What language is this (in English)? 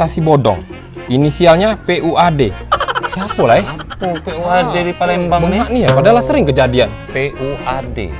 Musi